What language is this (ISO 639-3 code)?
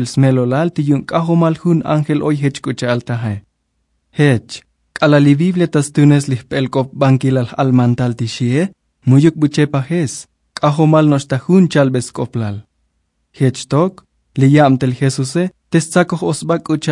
tzo